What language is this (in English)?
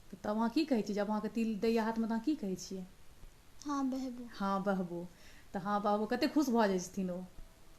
Maithili